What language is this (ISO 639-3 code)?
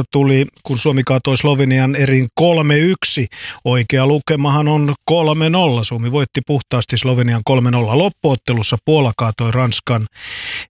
fin